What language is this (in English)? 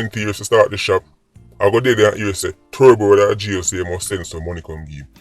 Jamaican Creole English